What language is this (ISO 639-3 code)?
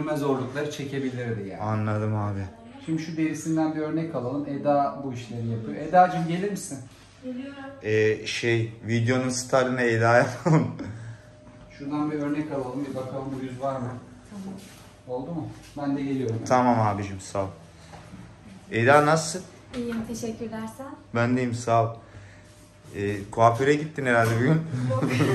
tur